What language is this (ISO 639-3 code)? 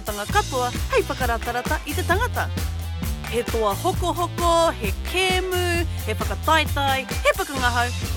mri